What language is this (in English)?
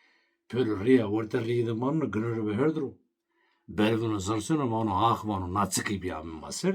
Zaza